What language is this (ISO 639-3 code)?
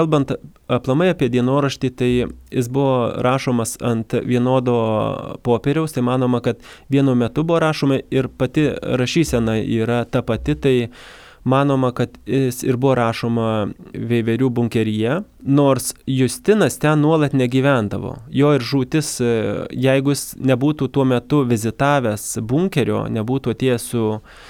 lit